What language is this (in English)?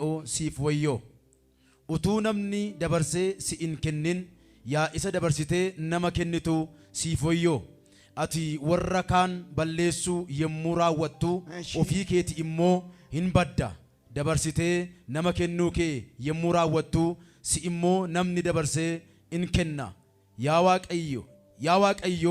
Oromo